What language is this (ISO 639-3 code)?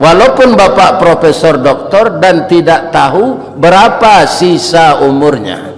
min